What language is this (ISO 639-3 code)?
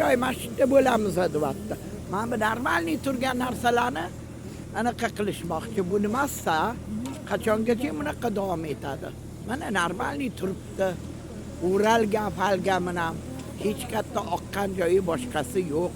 uzb